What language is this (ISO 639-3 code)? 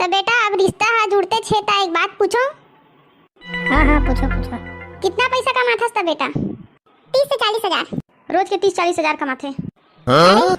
hne